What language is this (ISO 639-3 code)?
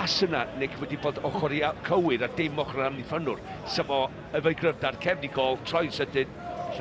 cym